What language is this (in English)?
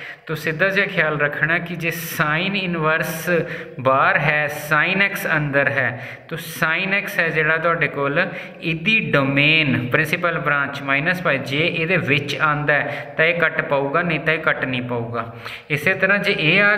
Punjabi